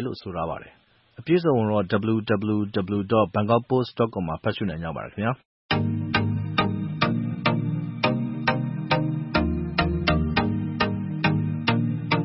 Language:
Burmese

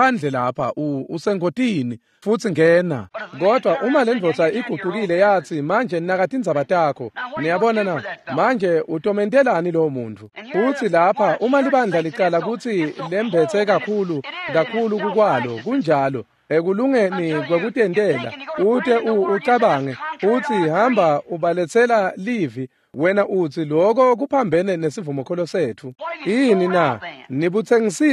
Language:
Swati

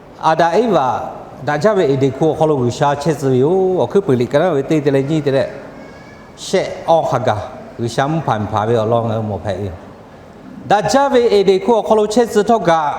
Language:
Lahu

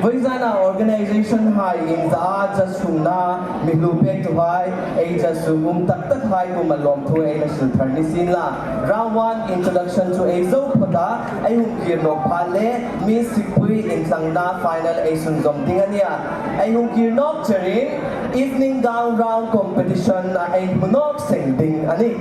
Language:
Hmar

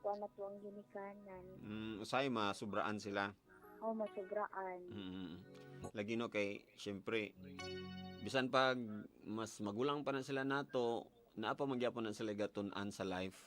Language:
Cebuano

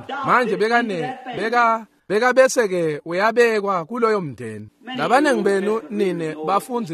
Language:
Swati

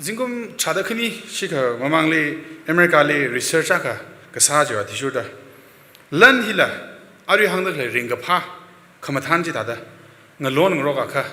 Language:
Tangkhul Naga (India)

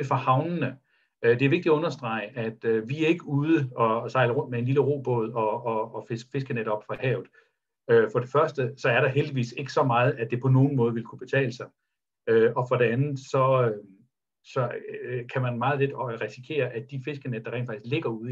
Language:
Danish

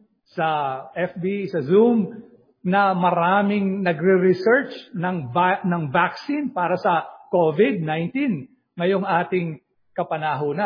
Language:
Filipino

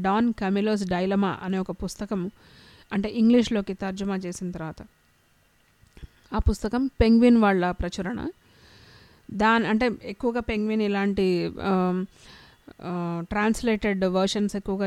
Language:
Telugu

